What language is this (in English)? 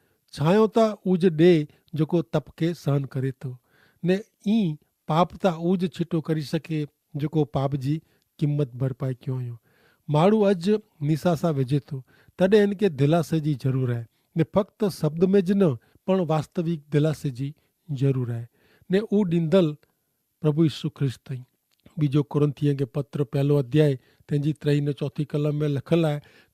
Kachhi